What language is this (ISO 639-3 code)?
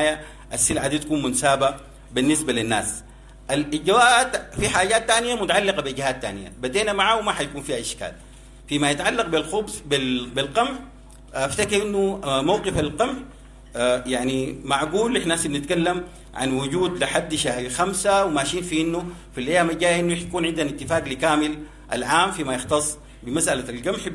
apd